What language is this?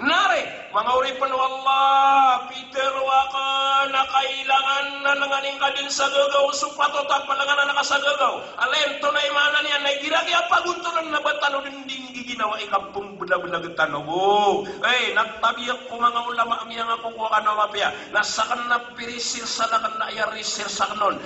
Maranao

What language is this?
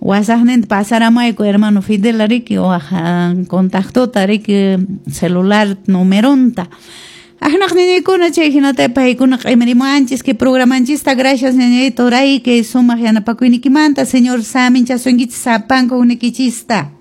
Quechua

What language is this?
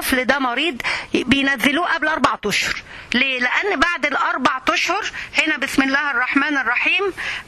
Egyptian Arabic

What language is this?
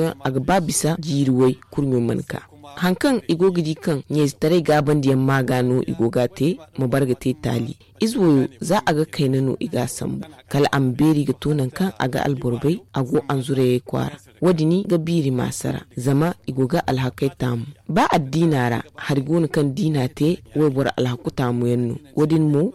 Zarma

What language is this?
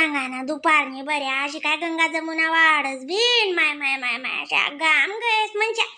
Khandesi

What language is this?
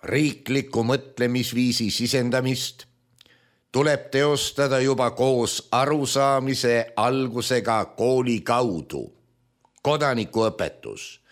Estonian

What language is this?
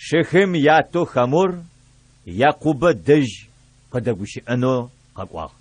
Adyghe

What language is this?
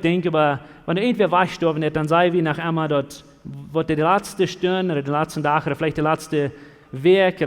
Plautdietsch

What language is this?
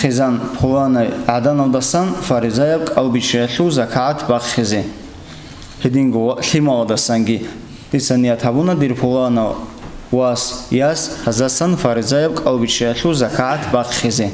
Avaric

